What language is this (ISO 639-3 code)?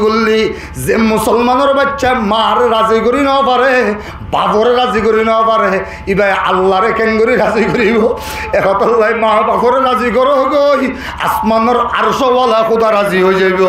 rhg